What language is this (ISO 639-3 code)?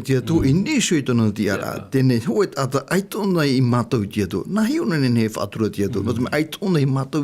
tah